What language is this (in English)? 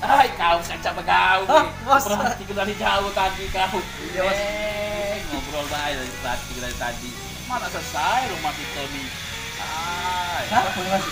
Musi